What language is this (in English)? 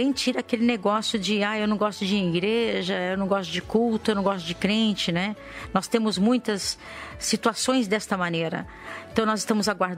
Portuguese